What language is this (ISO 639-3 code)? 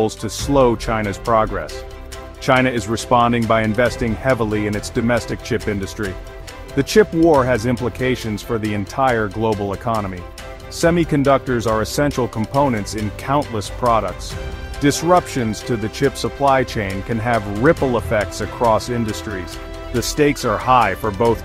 eng